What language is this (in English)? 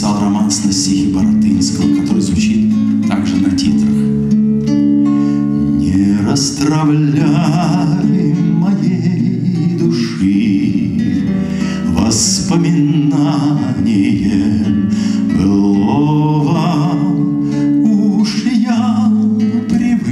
Russian